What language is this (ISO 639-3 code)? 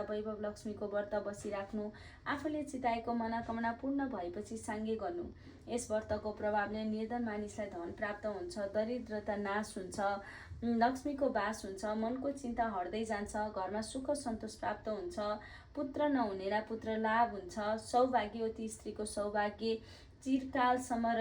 nep